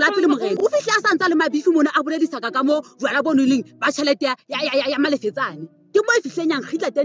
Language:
Southern Sotho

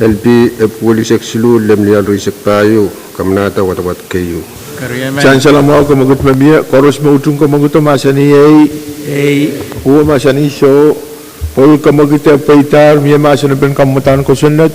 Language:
Pohnpeian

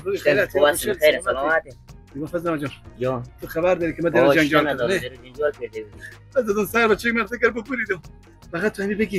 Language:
Persian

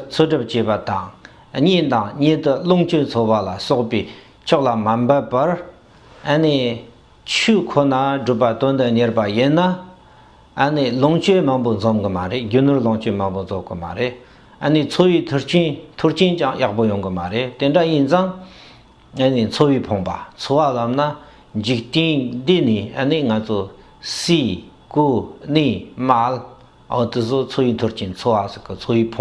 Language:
Tibetan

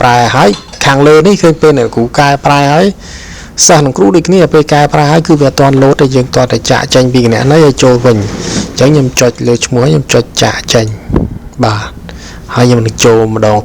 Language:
Khmer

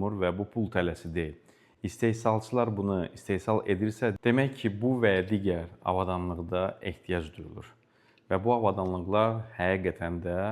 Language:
Azerbaijani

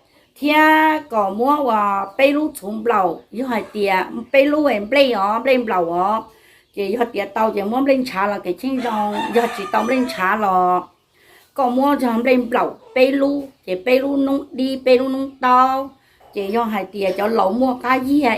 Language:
Hmong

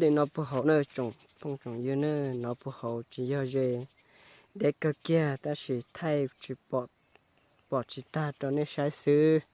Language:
Hmong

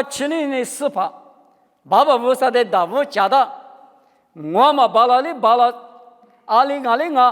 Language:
Lisu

